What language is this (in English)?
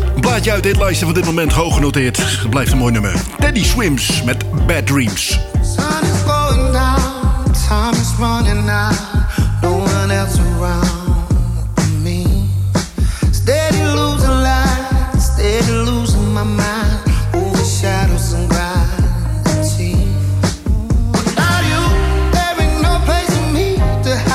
Dutch